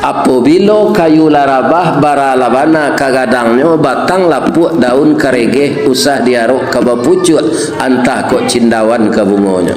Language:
Minangkabau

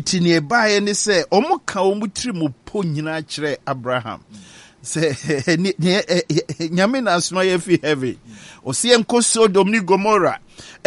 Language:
Akan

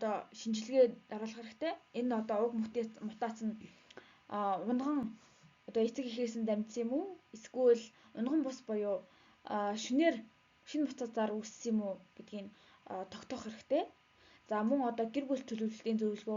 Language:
Mongolian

